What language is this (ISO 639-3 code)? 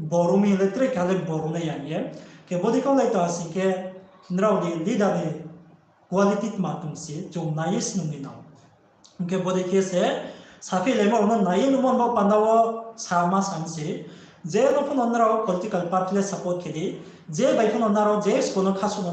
ria